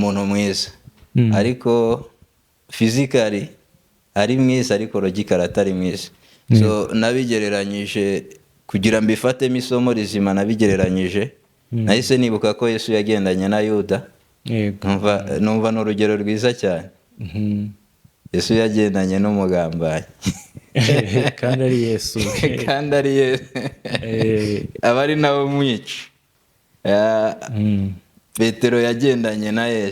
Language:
Kinyarwanda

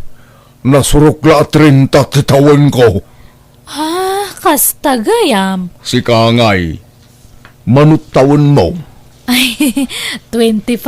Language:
Iloko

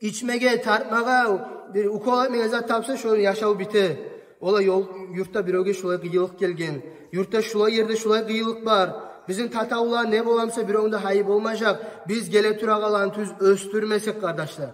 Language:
Kumyk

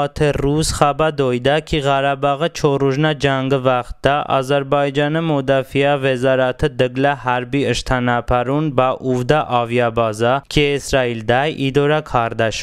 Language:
Talysh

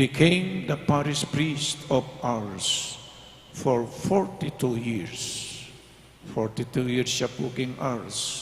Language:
Pampanga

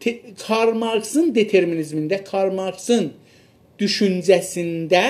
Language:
South Azerbaijani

